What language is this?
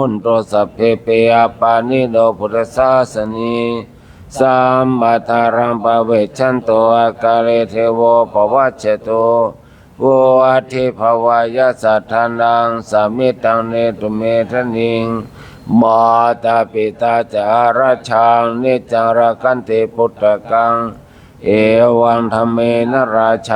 Pali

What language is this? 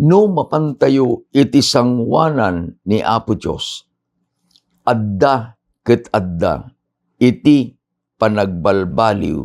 Iloko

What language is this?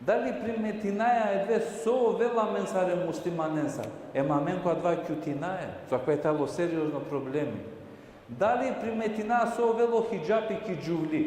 Balkan Romani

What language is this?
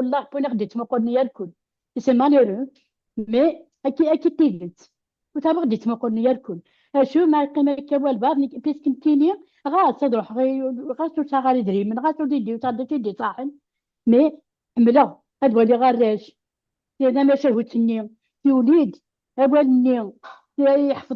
Kabyle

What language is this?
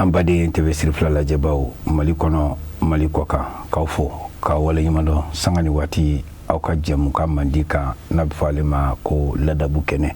Bambara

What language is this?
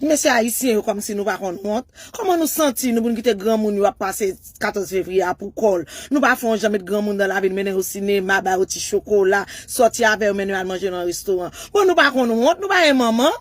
Haitian Creole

